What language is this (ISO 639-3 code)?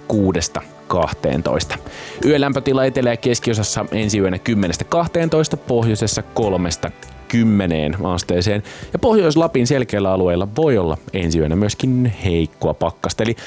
fin